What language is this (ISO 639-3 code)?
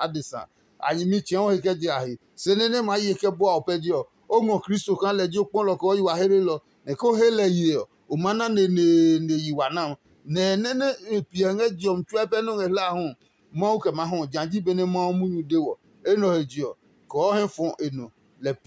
ada